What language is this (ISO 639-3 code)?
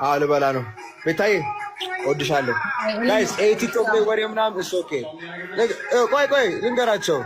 amh